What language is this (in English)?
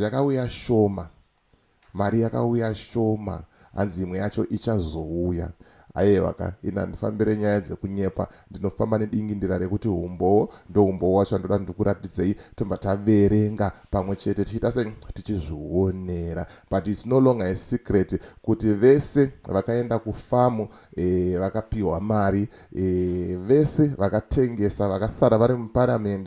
Shona